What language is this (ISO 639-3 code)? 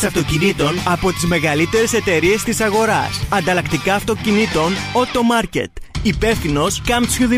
ell